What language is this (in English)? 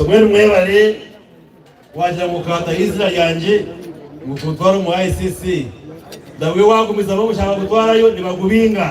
Nyankole